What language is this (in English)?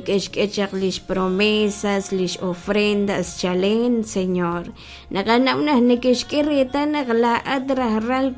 Kekchí